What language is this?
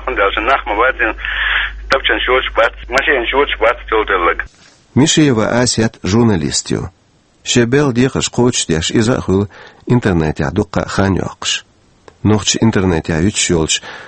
Chechen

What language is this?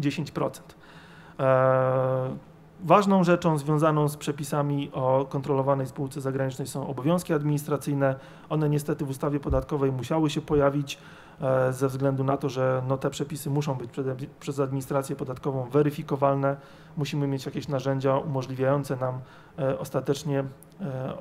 Polish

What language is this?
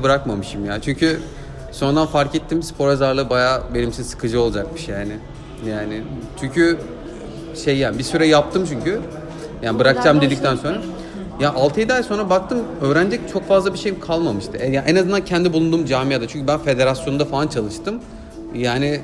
Turkish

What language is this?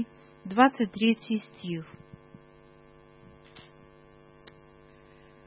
Russian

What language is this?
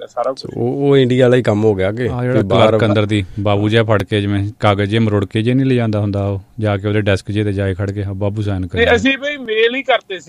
Punjabi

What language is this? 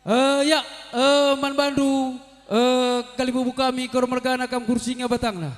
Batak Karo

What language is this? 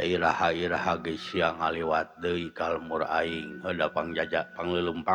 Sundanese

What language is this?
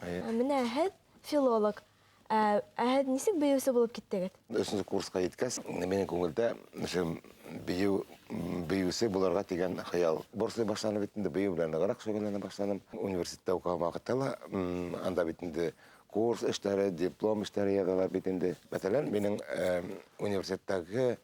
Bashkir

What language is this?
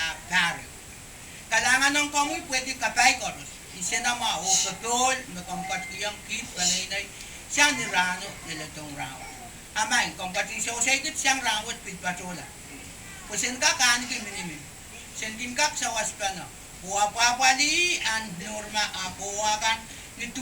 Pohnpeian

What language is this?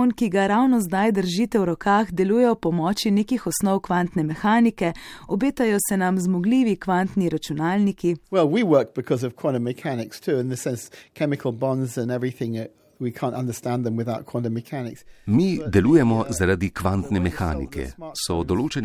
Slovenian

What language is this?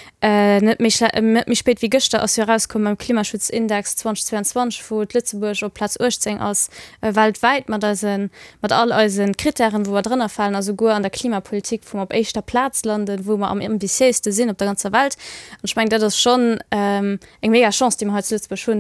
Luxembourgish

